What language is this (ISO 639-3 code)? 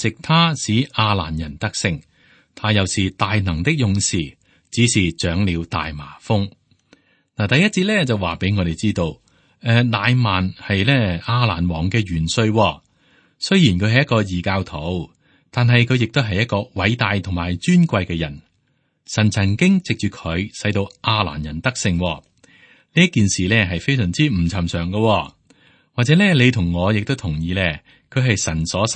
yue